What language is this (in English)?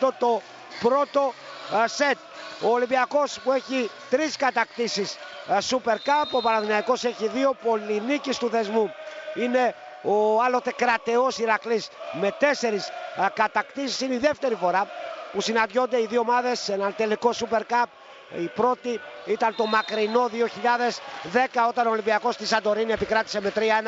Greek